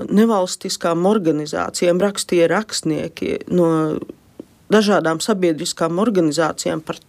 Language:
Latvian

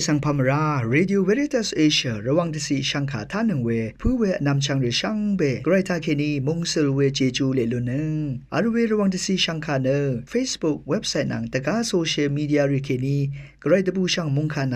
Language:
Rawang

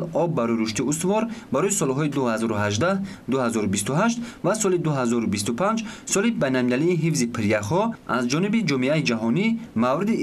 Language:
Tajik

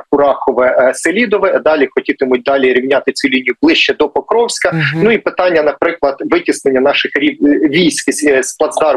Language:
Ukrainian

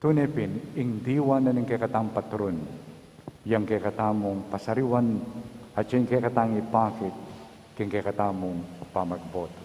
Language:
Pampanga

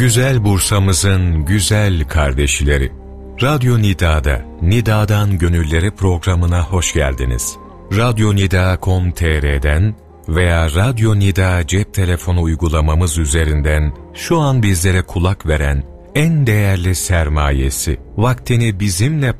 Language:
Turkish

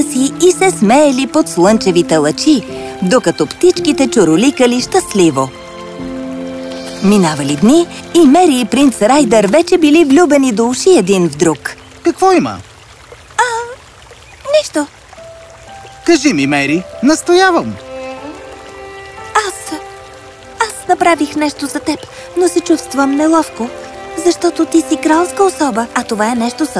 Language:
Bulgarian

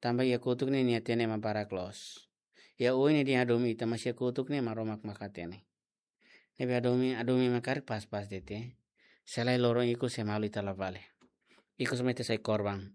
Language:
Tetum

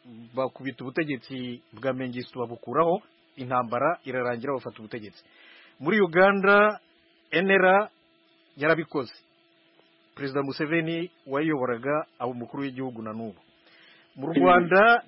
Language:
Kinyarwanda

